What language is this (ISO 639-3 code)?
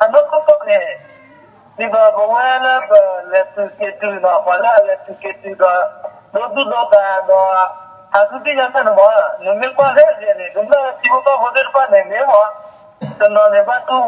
ksw